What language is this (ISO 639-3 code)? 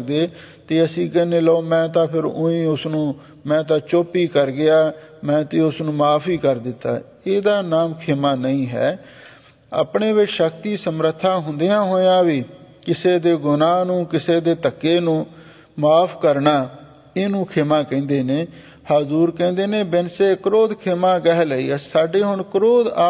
pan